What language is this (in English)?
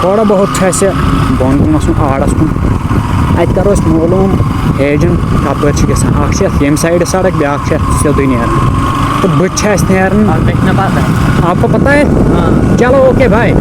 Kashmiri